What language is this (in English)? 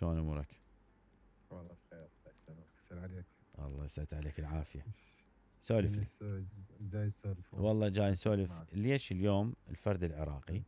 Mesopotamian Arabic